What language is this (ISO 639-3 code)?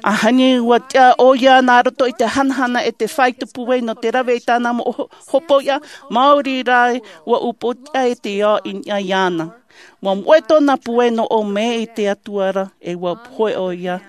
tah